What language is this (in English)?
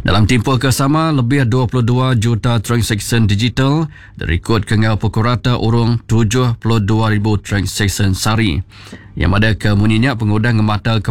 Iban